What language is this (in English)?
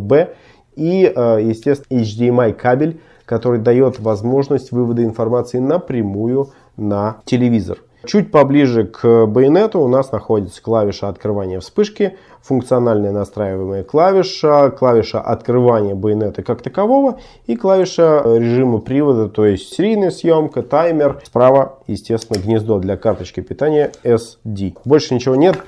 Russian